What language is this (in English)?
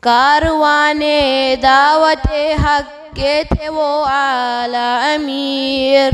Kashmiri